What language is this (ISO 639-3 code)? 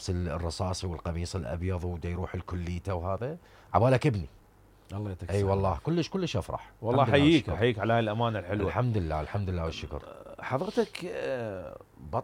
acm